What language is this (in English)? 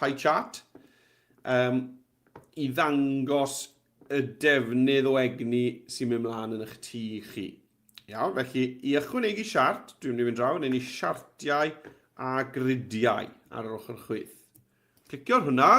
Welsh